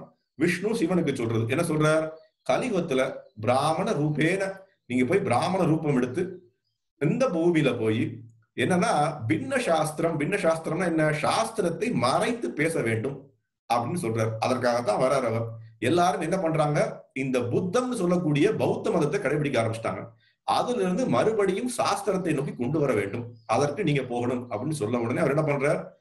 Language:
Tamil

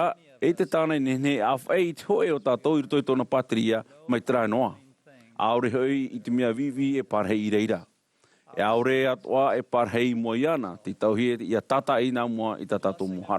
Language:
Tahitian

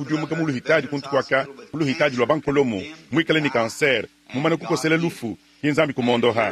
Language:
Luba-Lulua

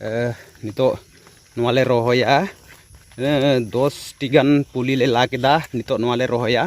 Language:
Santali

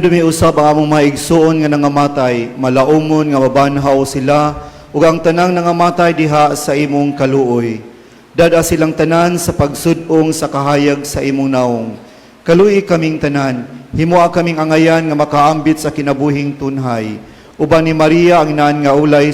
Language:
Cebuano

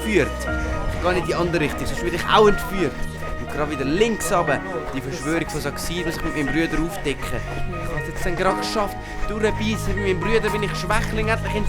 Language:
Swiss German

